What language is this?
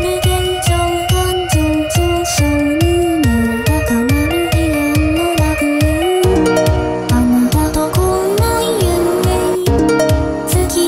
Japanese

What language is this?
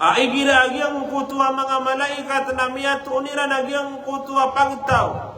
Maranao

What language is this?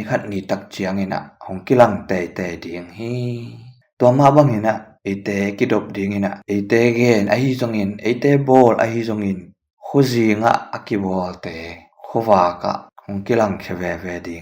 Tedim Chin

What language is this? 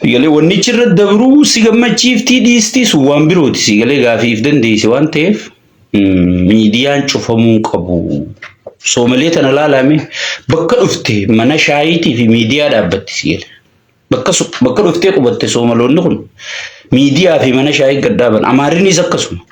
Oromo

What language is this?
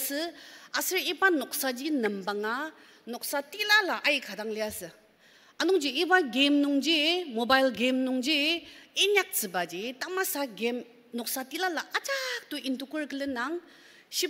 Ao Naga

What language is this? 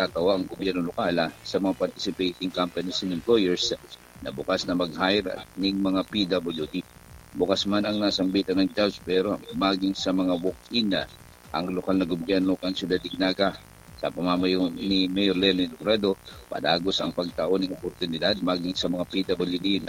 Bikol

